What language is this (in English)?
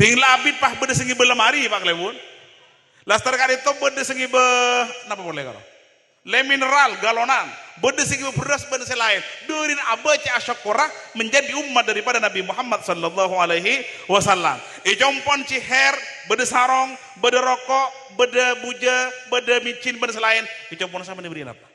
Madurese